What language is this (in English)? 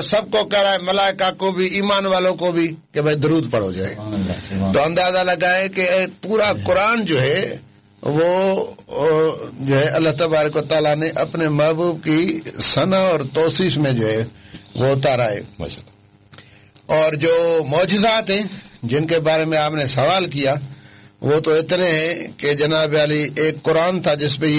Urdu